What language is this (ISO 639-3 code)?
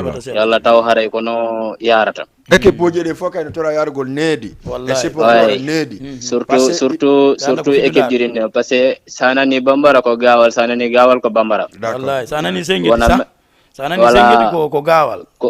ful